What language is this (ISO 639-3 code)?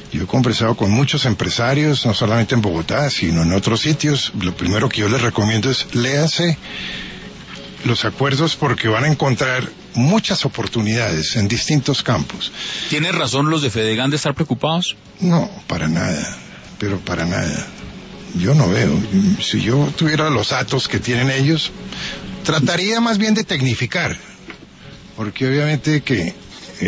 spa